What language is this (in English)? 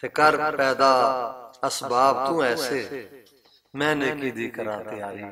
Western Panjabi